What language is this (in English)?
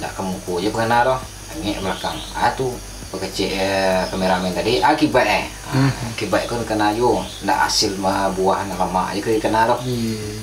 Minangkabau